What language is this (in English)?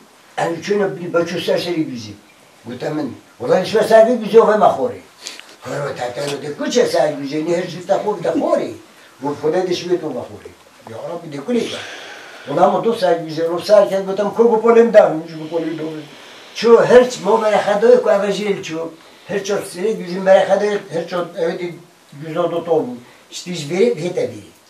Kurdish